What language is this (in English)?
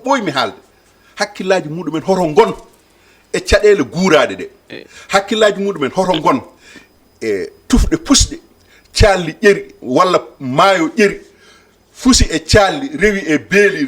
Fula